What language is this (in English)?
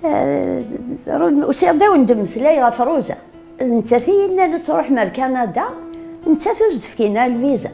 Kabyle